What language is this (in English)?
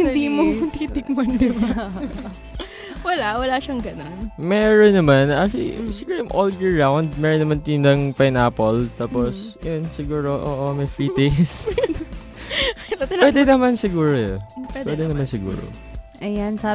Filipino